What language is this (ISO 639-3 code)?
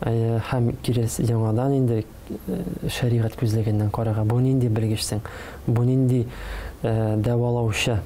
tat